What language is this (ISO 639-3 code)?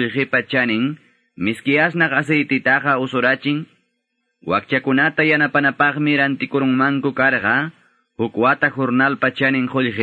que